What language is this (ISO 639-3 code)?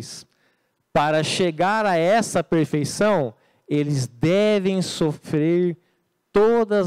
por